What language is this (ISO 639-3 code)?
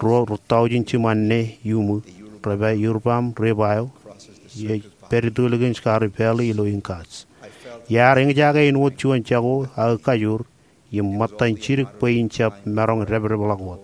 mah